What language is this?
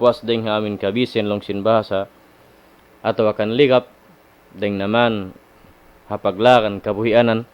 Tausug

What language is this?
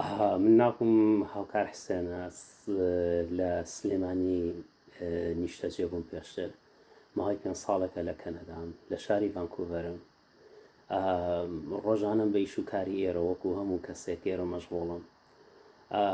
Central Kurdish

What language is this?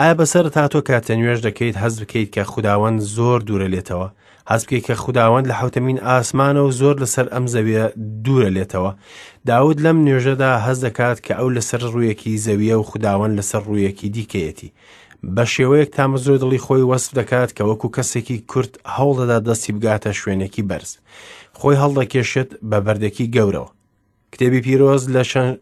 Central Kurdish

